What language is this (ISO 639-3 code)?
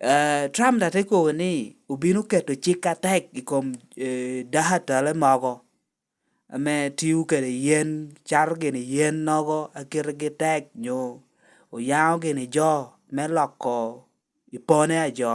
laj